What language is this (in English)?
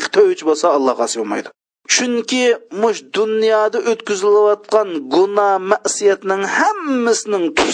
Uyghur